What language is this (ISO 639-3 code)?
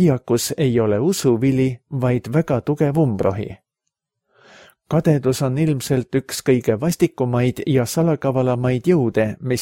est